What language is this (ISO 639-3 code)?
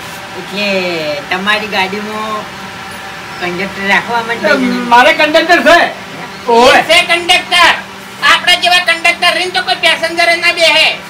guj